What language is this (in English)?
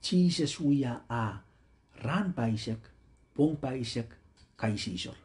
Pohnpeian